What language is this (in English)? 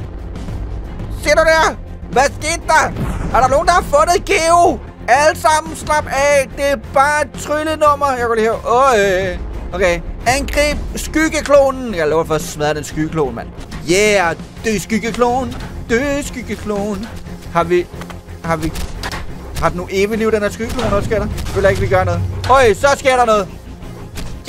Danish